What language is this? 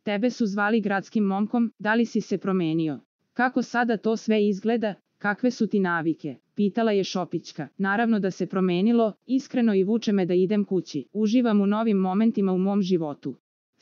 Serbian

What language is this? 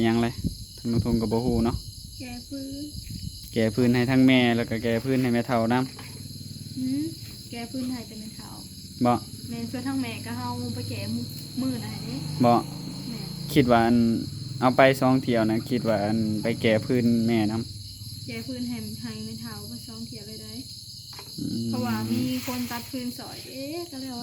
Northeastern Thai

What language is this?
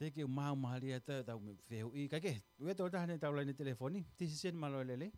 Tongan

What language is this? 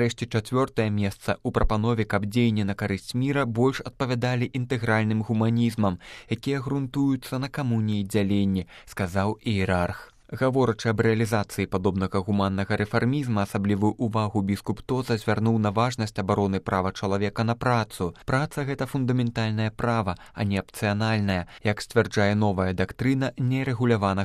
Belarusian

